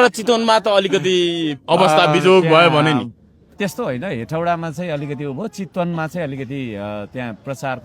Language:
Nepali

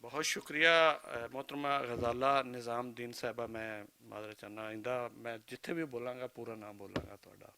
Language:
Western Panjabi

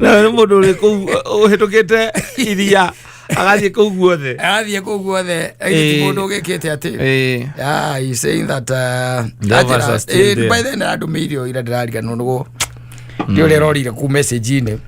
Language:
Kikuyu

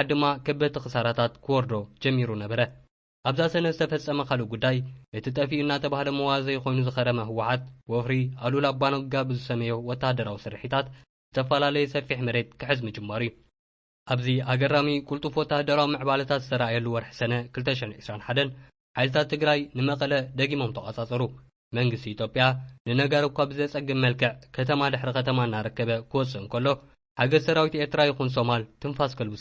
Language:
Tigrinya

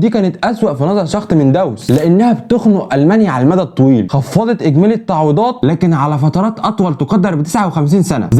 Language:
Egyptian Arabic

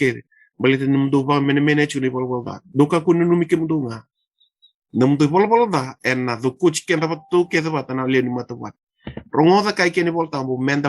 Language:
Fijian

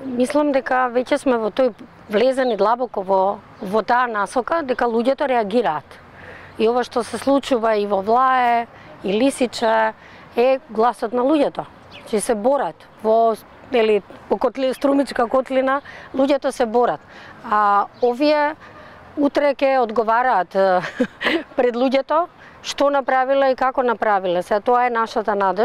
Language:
Macedonian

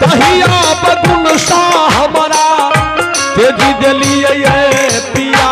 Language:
Maithili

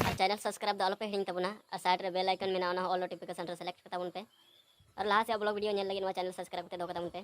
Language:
Santali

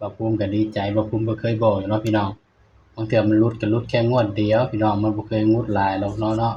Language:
Northeastern Thai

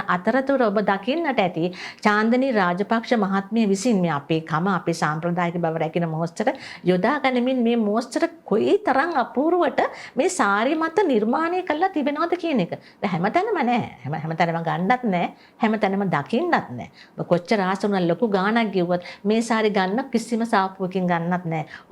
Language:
Sinhala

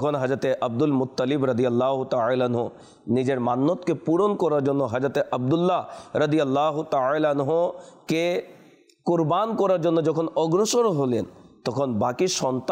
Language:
Bangla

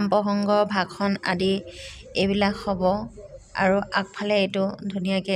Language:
Assamese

